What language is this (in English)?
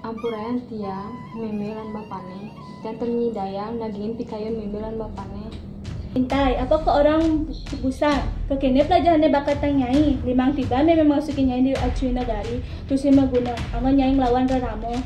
Balinese